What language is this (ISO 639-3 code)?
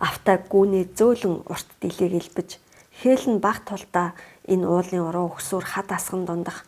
mon